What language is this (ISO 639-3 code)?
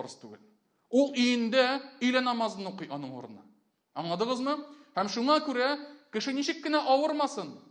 tat